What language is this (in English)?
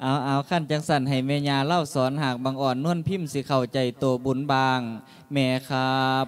Lao